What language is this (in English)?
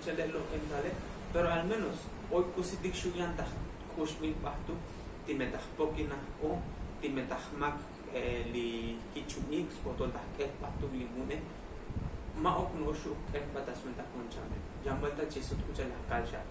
Tzotzil